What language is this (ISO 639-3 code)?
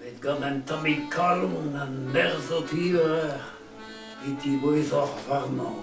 bre